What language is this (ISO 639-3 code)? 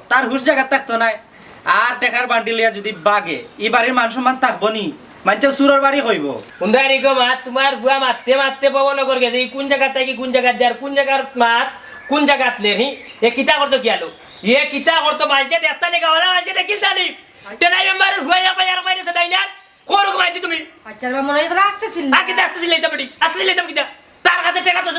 syl